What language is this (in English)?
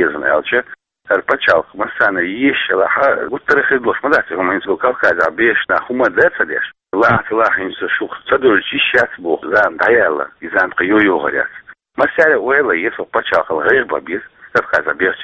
Chechen